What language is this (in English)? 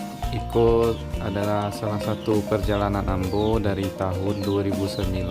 Minangkabau